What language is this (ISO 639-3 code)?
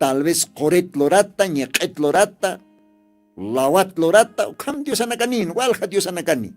aym